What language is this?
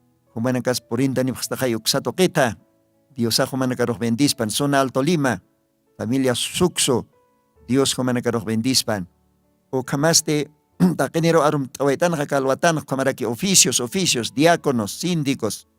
Aymara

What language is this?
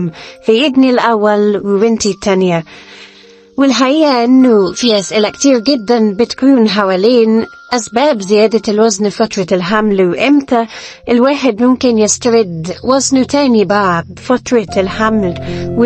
Egyptian Arabic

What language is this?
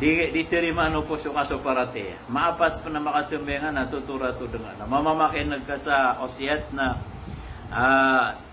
Maranao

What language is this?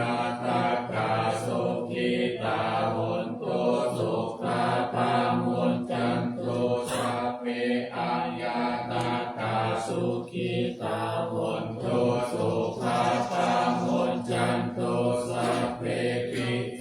Pali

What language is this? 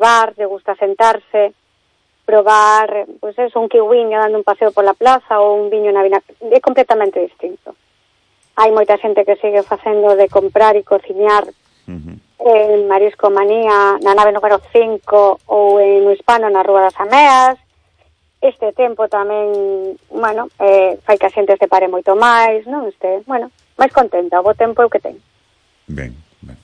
Galician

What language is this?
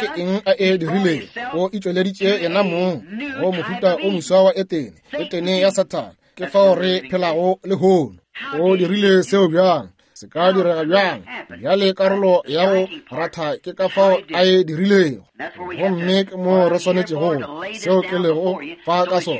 Northern Sotho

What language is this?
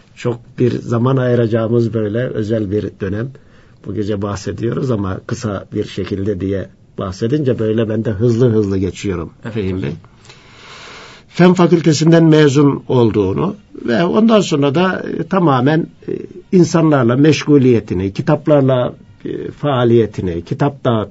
Turkish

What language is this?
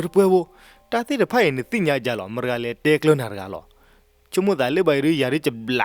S'gaw Karen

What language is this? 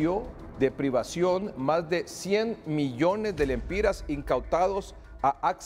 Spanish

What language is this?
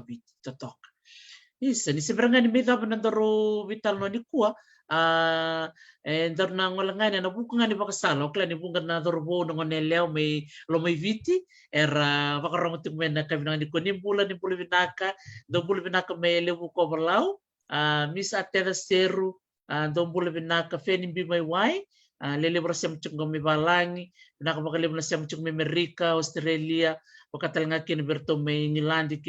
Fijian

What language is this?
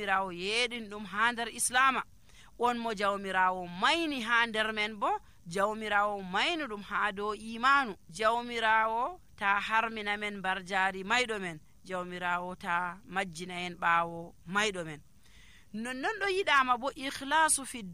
Nigerian Fulfulde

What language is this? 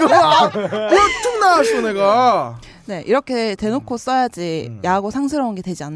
Korean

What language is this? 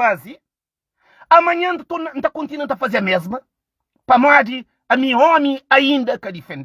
Kabuverdianu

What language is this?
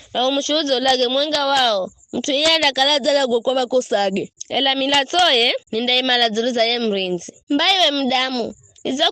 Giryama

